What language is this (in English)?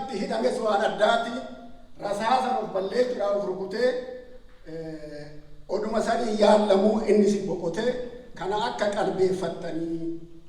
Oromo